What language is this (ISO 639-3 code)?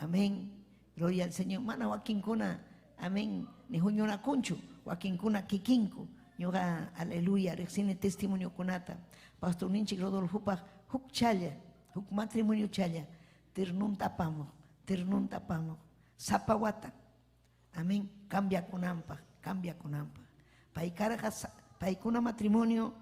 quy